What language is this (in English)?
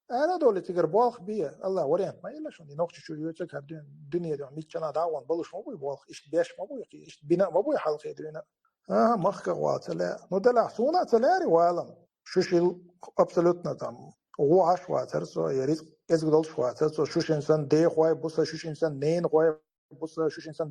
Chechen